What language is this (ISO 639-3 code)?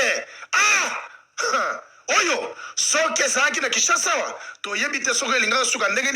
lin